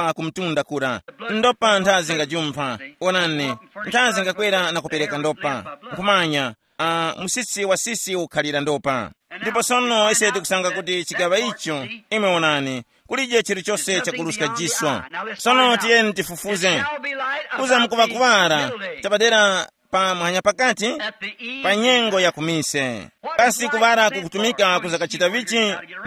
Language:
Tumbuka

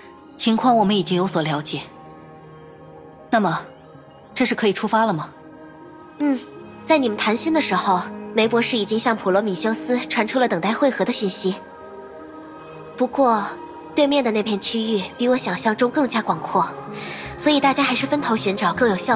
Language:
Chinese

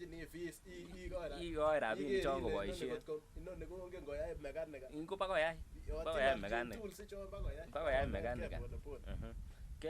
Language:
Kalenjin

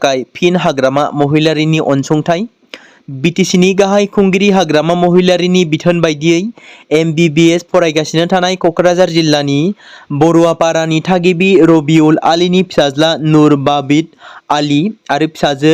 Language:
Bodo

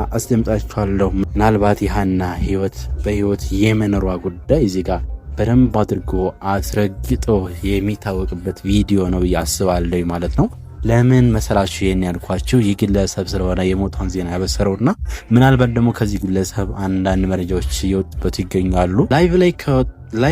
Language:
Amharic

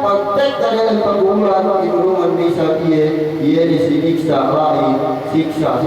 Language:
Yakan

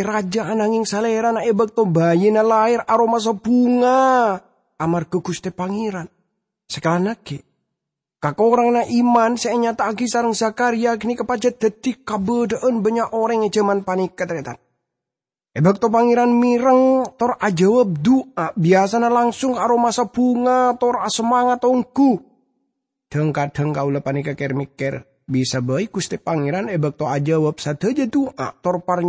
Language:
Madurese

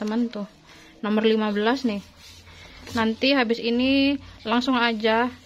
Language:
Indonesian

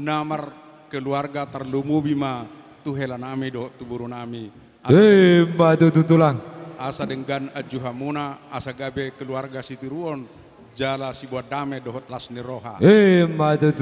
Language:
Batak Toba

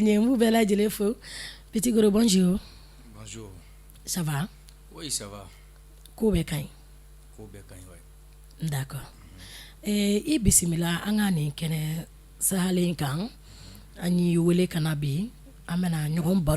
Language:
Bambara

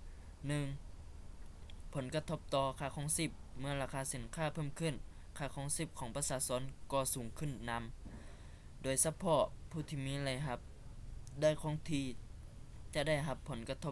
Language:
Lao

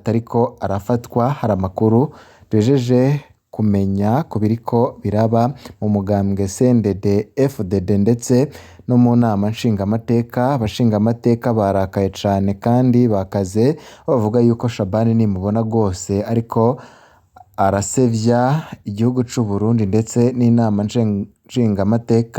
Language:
Rundi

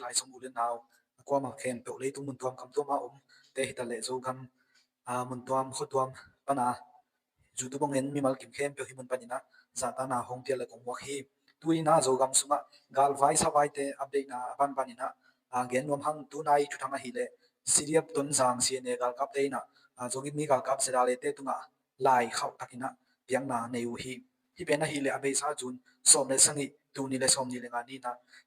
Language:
Tedim Chin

